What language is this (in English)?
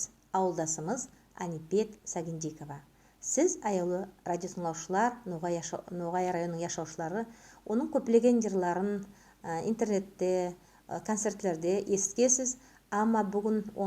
Nogai